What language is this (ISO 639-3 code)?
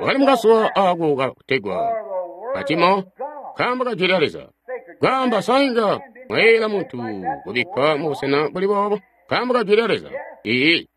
toi